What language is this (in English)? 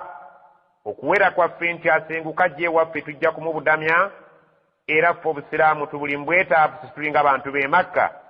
Ganda